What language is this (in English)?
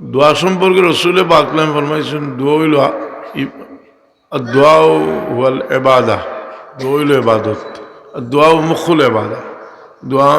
Sylheti